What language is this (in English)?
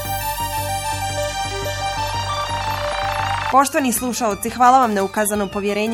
Bosnian